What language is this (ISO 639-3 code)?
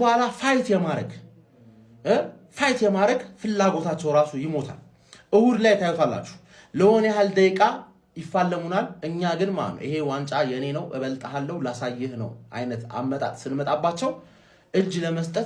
amh